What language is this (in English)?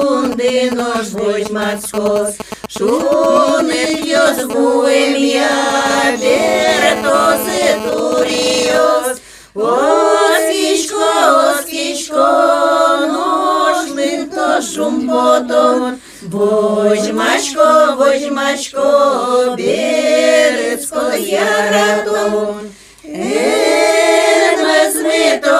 Udmurt